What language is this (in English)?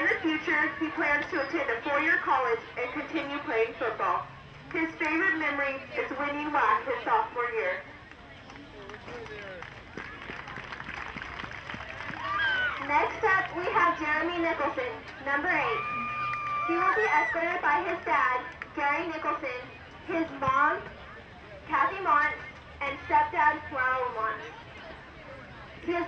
English